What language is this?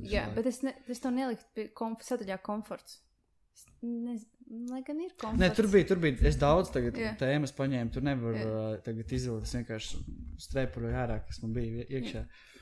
Latvian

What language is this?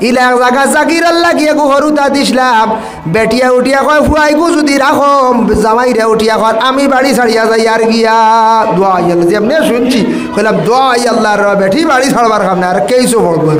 Sylheti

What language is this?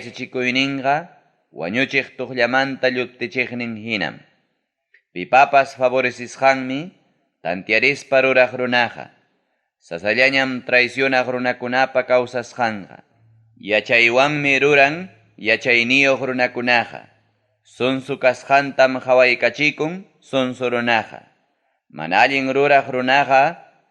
Ayacucho Quechua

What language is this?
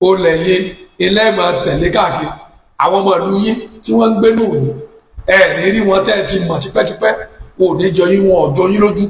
Yoruba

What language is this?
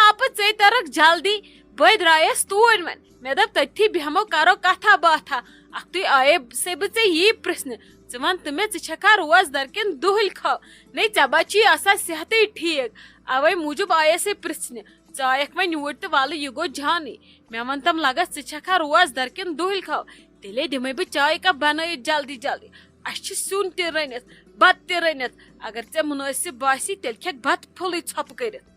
Kashmiri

